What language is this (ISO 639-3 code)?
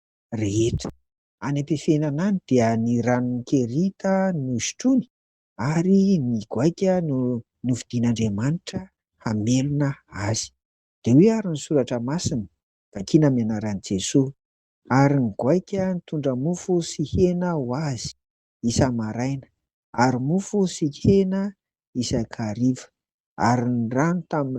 mlg